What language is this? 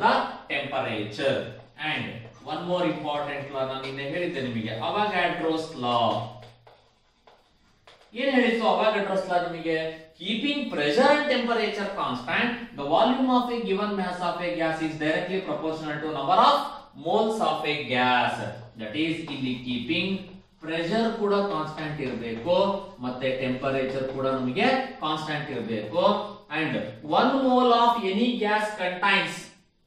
Kannada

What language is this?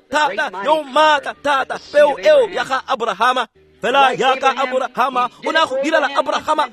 Tswana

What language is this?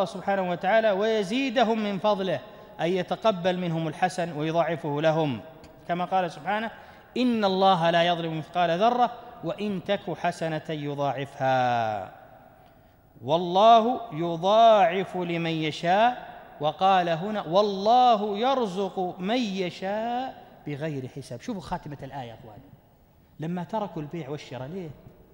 Arabic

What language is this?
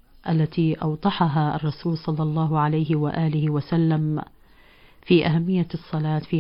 Arabic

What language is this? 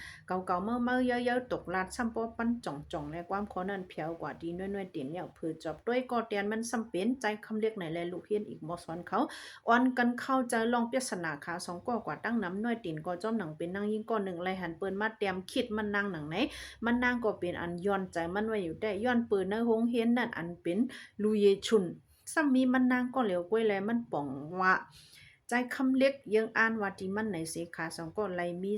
Shan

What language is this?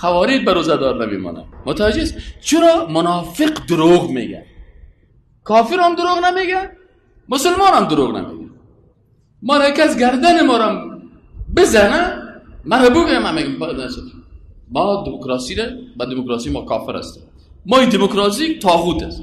Persian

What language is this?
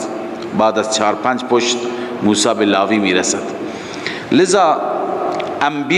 Persian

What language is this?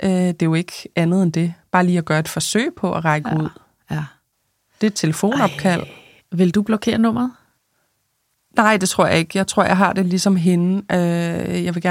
Danish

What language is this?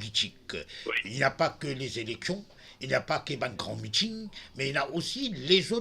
Morisyen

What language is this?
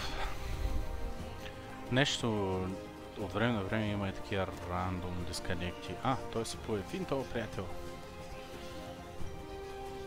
Bulgarian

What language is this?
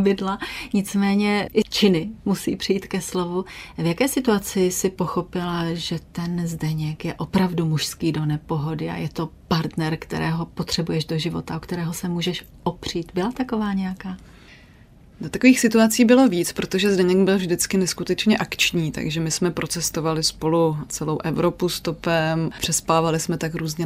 Czech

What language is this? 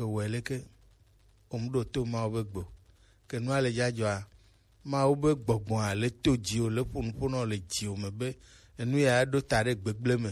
Gen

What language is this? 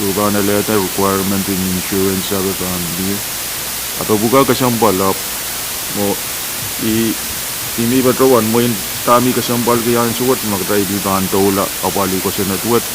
Pohnpeian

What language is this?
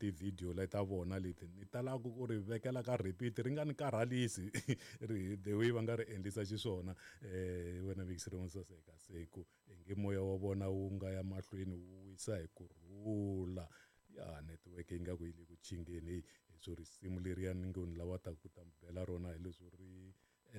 Tsonga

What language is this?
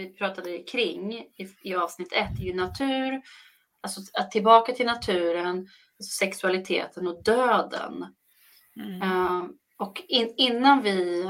Swedish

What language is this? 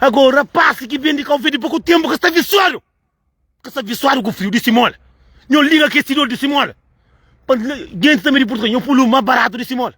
Kabuverdianu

